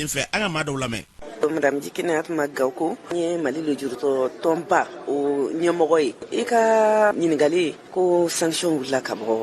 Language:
Bambara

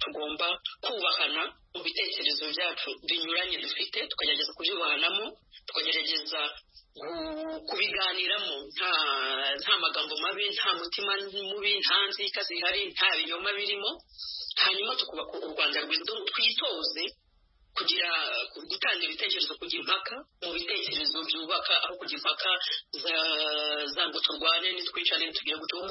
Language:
Kinyarwanda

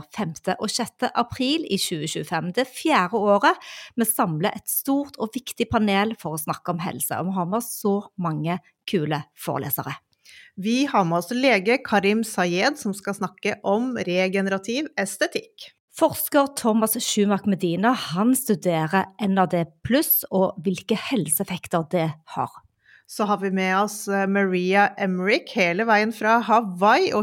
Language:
Norwegian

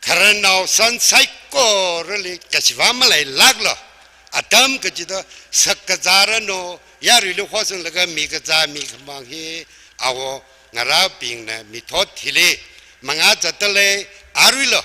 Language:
Tangkhul Naga (India)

